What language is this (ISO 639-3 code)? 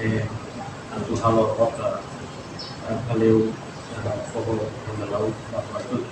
tet